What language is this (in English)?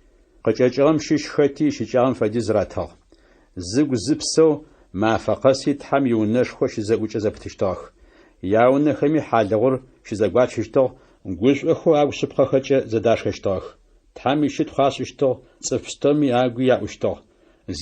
Adyghe